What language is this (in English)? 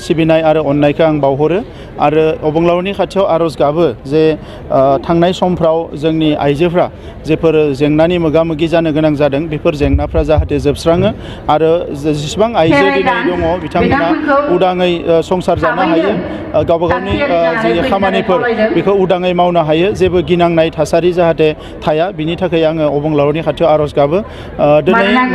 Bodo